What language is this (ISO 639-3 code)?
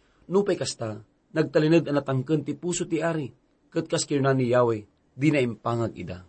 ilo